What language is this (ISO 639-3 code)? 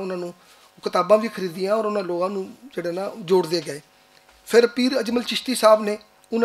lah